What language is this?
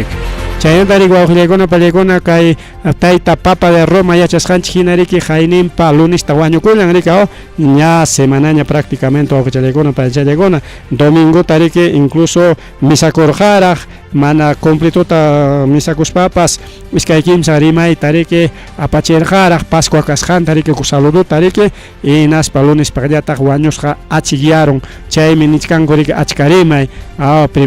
Ayacucho Quechua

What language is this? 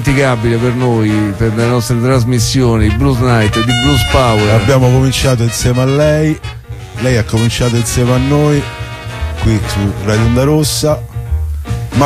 Italian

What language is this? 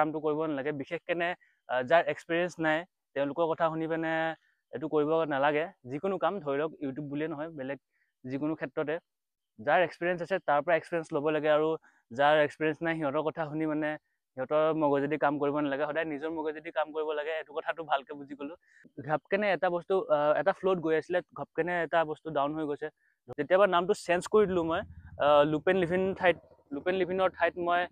Assamese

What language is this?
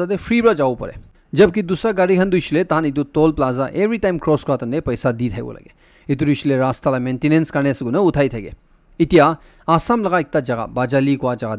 Naga Pidgin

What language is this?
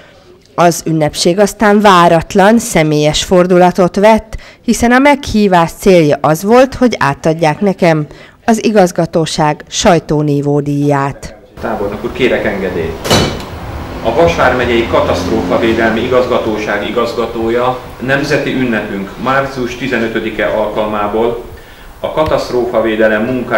Hungarian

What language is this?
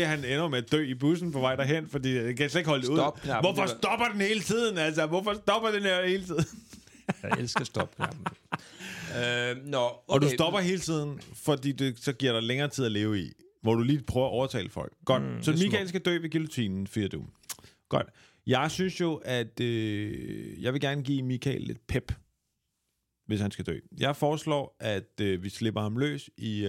Danish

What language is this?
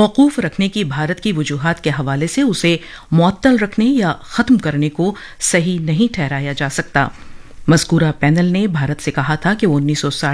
Urdu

